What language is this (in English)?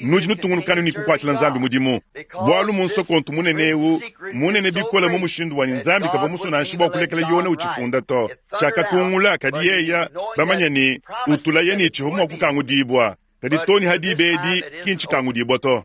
Luba-Lulua